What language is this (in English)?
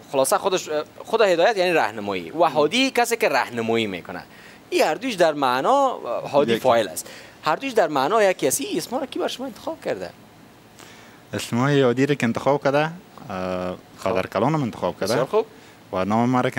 Persian